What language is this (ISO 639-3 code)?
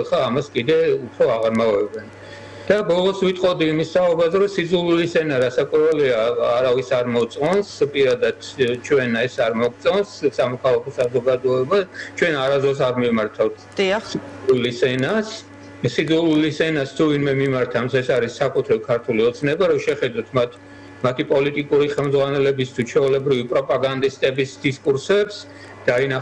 kat